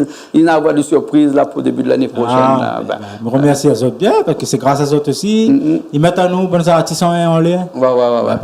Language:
Réunion Creole French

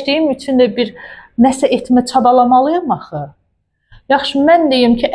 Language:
Azerbaijani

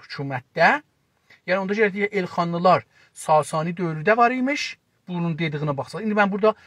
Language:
South Azerbaijani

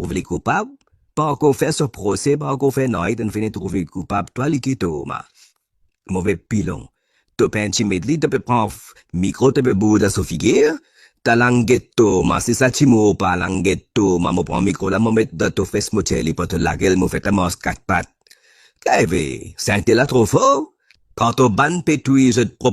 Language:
Morisyen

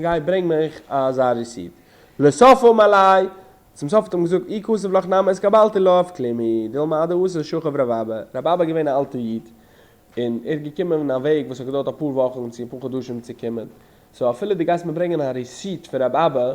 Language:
Yiddish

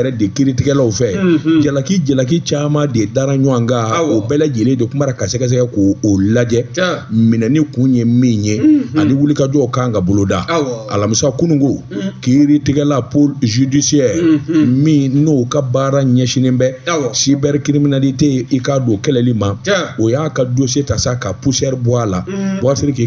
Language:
Bambara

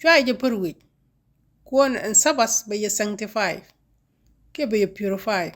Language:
Nuer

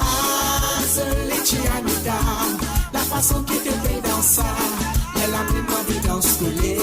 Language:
Morisyen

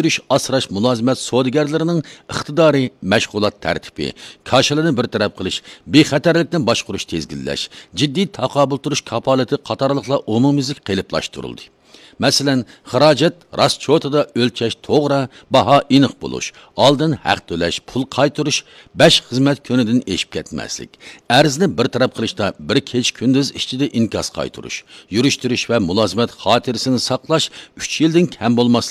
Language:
Uyghur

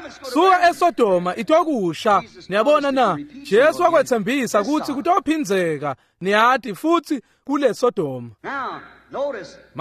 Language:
Swati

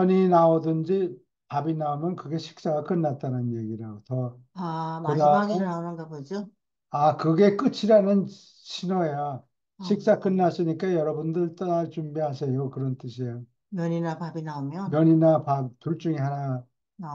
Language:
Korean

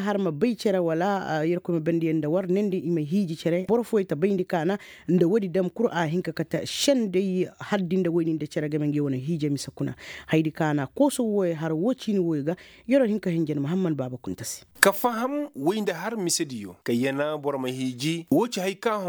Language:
Koyraboro Senni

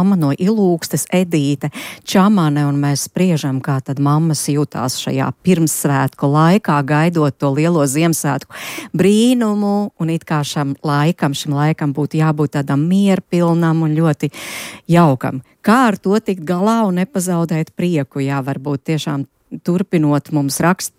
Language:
Latvian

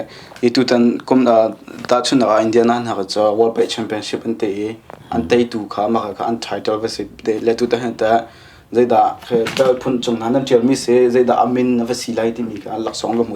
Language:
Hakha Chin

